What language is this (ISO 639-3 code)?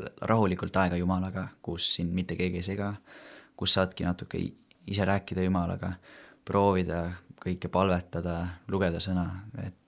est